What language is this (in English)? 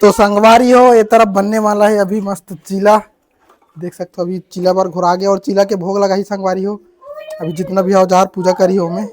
Chhattisgarhi